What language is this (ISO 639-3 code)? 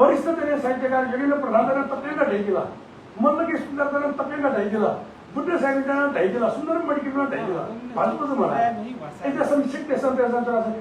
new